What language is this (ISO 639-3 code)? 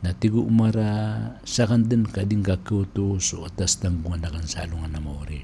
mrw